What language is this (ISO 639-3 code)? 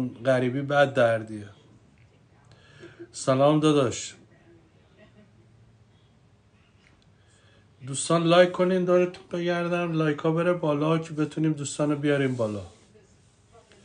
fas